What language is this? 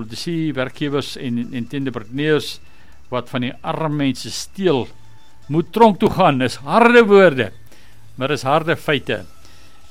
Afrikaans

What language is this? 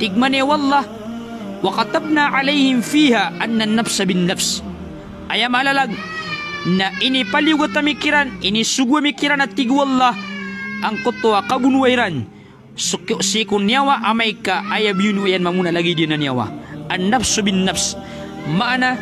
Maranao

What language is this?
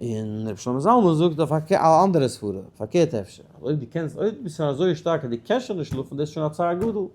Yiddish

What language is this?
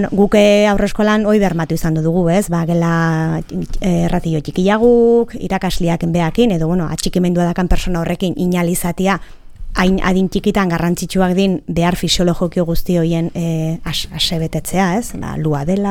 Basque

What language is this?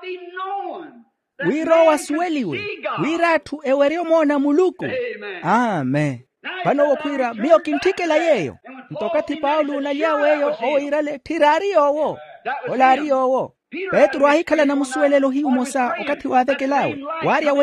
Makhuwa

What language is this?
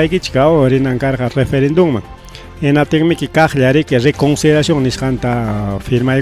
Ayacucho Quechua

